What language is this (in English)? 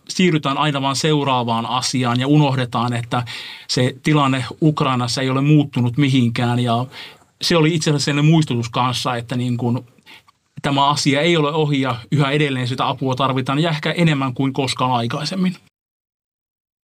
Finnish